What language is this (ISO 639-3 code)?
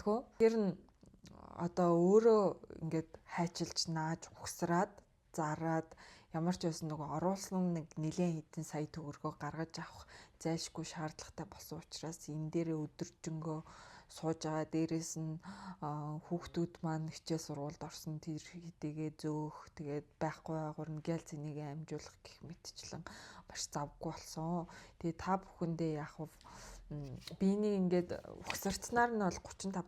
mon